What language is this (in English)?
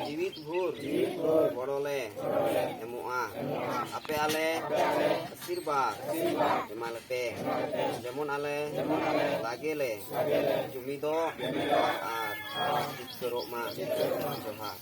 Santali